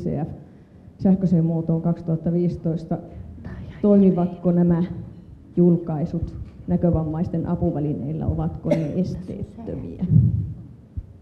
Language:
Finnish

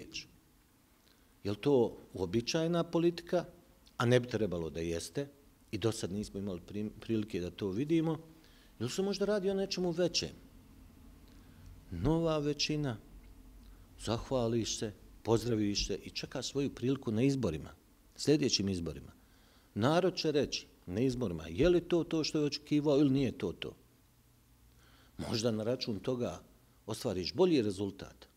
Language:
Bosnian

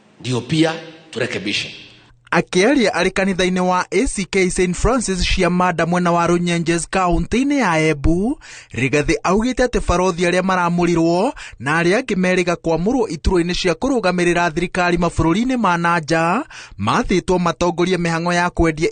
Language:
Kikuyu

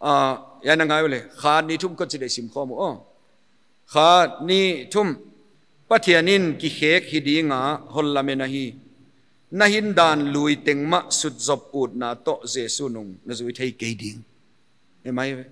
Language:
Paite Chin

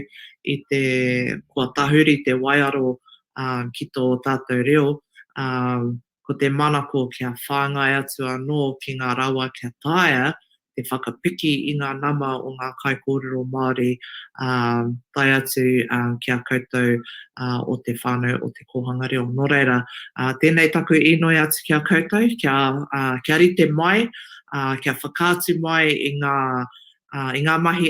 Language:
Māori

